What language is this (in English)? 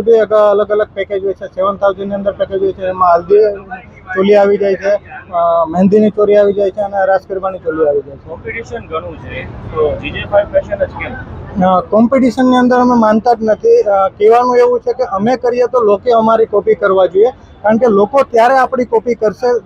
Gujarati